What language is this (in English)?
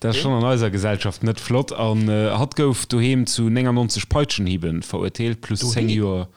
Luxembourgish